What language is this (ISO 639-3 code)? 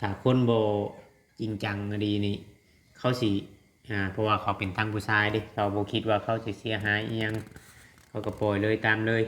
lao